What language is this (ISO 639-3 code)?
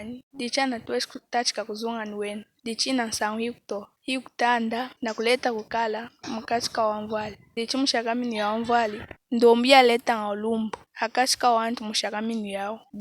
lun